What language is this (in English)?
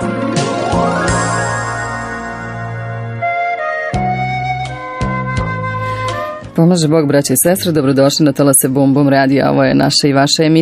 Serbian